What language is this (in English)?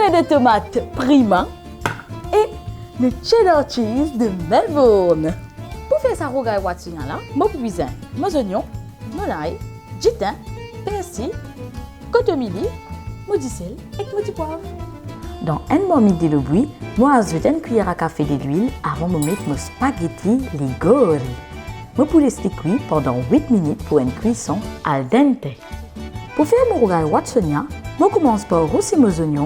Morisyen